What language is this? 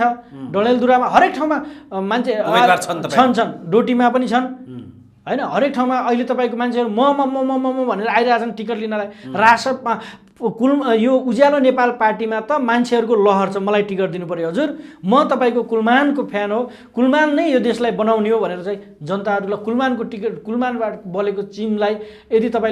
Nepali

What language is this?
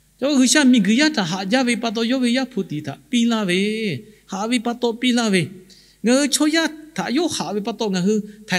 Lahu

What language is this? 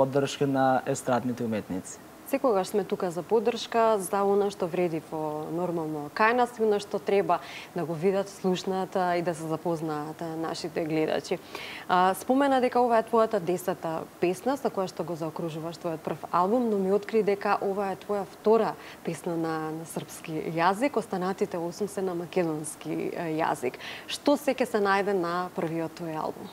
Macedonian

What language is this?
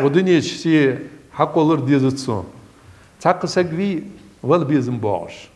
Ingush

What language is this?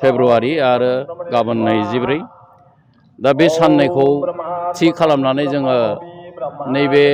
Bodo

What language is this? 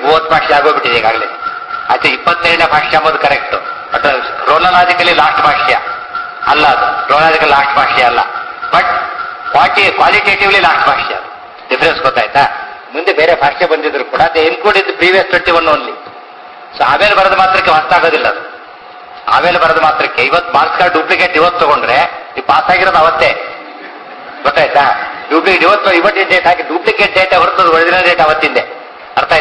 Kannada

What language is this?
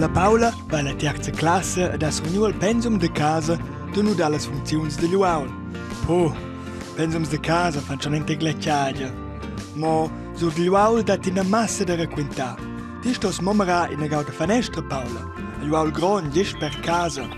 Romansh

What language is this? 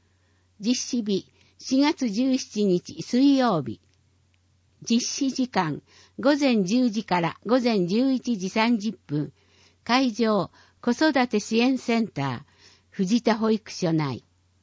Japanese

